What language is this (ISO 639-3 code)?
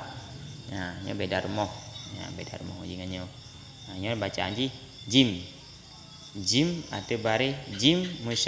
ace